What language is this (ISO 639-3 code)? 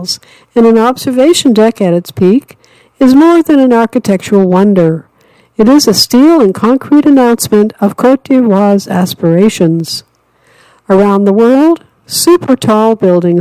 eng